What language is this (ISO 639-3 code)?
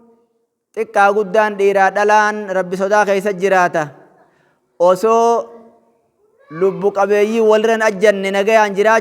orm